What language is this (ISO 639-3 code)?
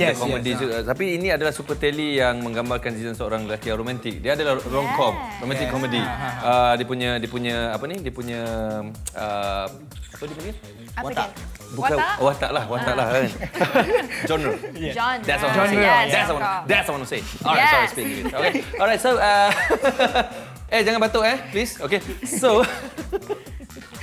msa